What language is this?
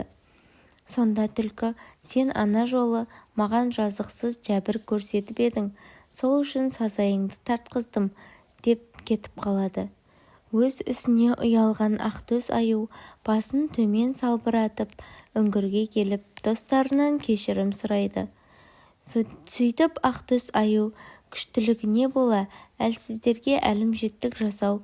Kazakh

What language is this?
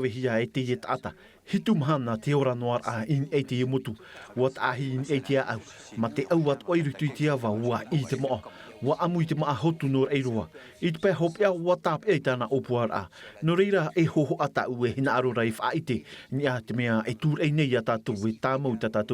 Tahitian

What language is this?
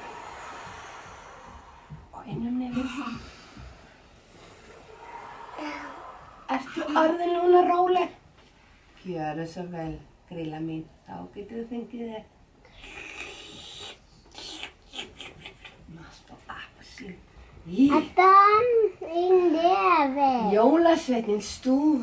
Icelandic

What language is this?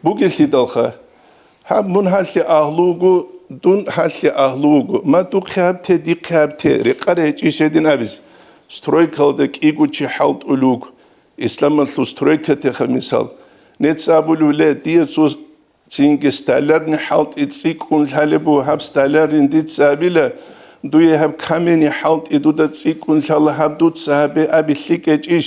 Avaric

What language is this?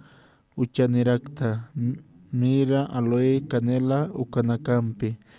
Aymara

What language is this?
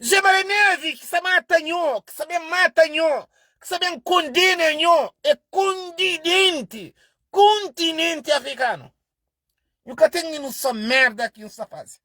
Kabuverdianu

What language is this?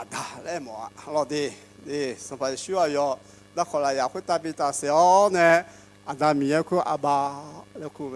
Akha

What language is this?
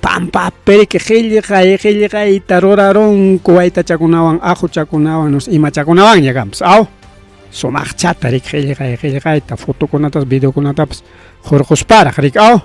Ayacucho Quechua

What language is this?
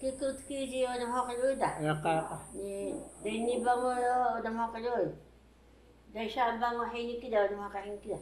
Taroko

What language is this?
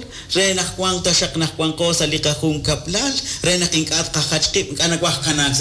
Kekchí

